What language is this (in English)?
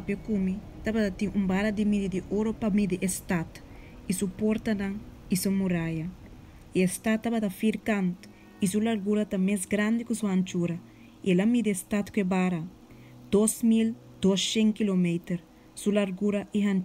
Papiamento